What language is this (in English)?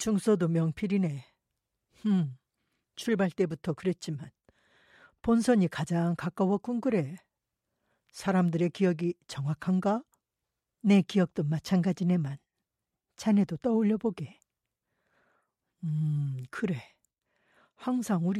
Korean